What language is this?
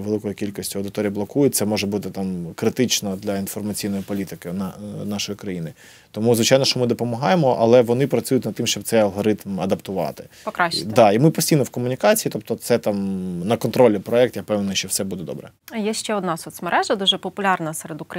Ukrainian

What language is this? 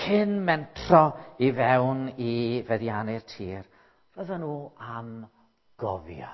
Welsh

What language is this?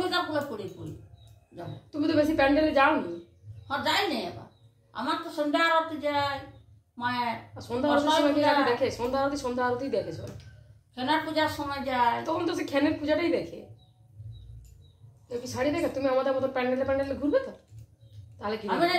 Bangla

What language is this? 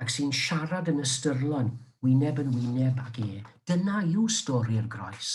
Welsh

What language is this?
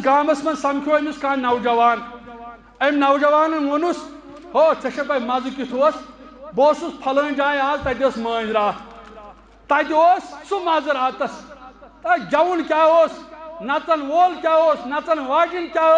Kashmiri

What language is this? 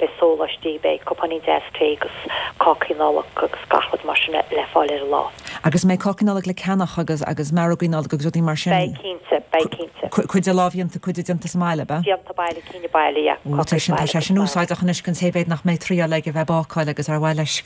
Irish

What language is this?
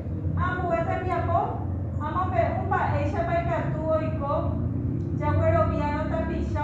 Guarani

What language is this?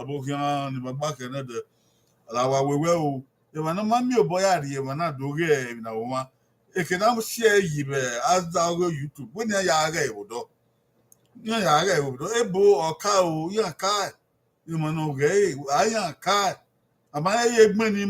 Bini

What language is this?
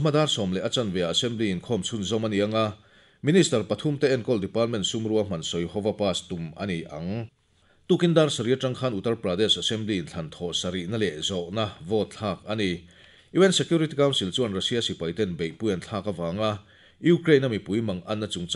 Mizo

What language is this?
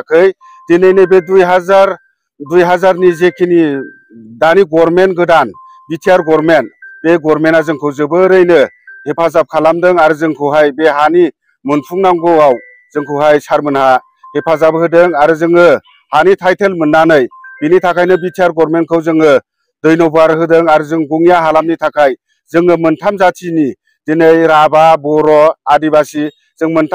Bodo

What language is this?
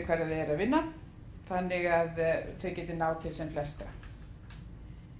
Icelandic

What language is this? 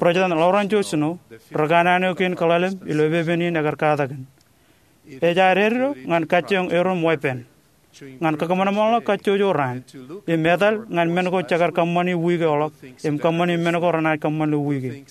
Marshallese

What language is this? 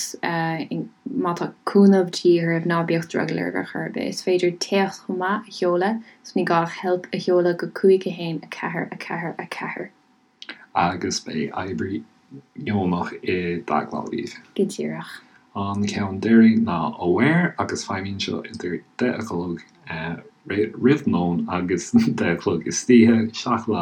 Irish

